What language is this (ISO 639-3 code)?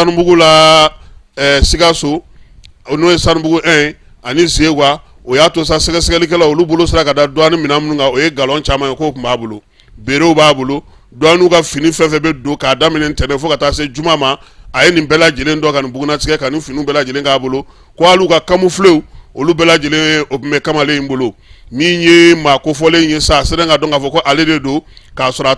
bam